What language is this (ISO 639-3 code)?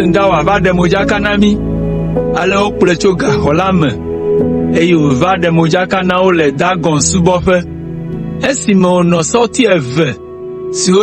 ewe